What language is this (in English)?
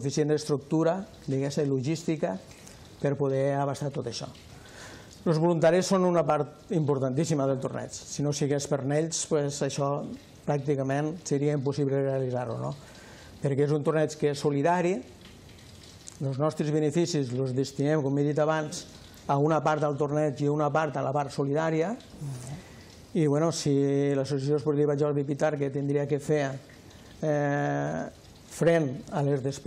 Catalan